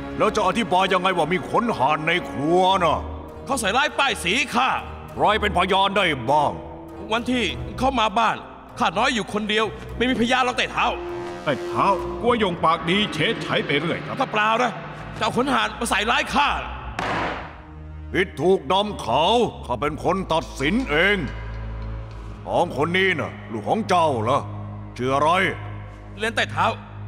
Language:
Thai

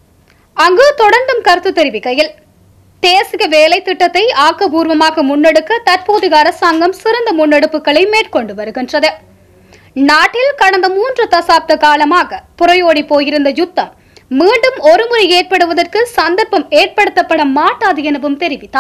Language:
Tamil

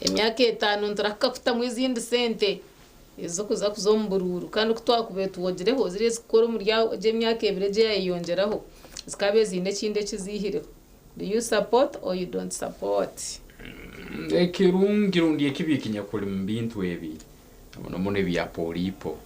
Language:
Nyankole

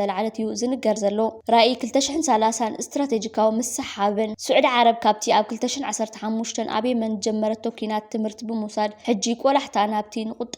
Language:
Tigrinya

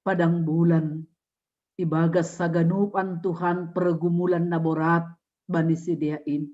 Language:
Batak Simalungun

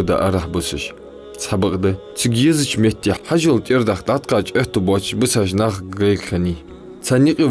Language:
Ingush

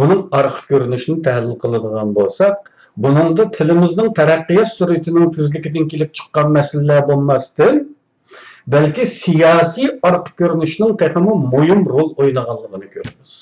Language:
Uyghur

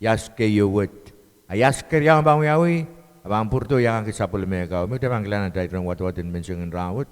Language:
Pohnpeian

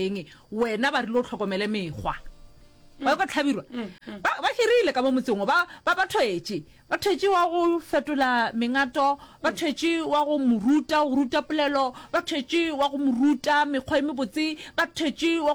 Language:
Northern Sotho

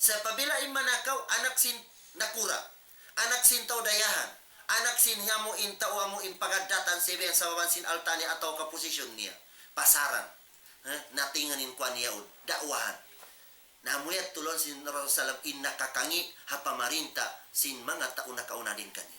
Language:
Tausug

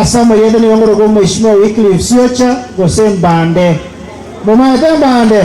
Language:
Gusii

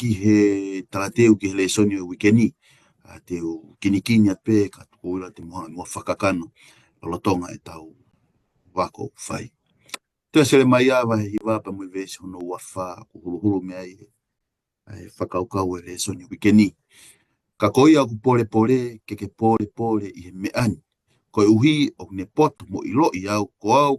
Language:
Tongan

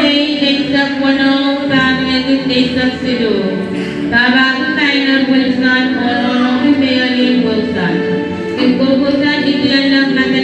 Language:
Pohnpeian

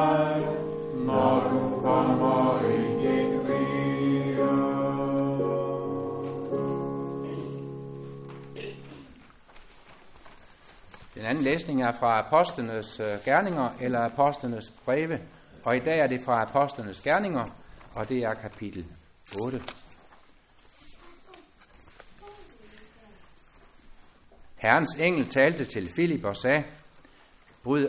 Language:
Danish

